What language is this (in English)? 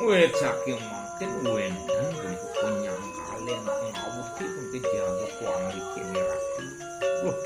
Balinese